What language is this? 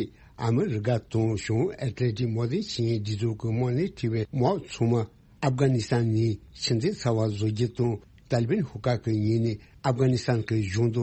Tibetan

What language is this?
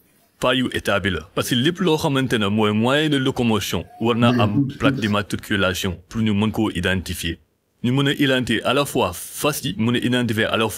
Wolof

